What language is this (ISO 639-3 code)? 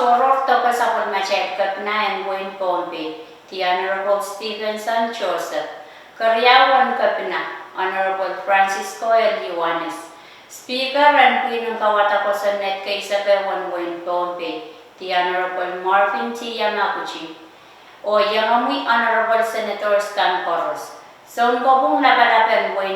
pon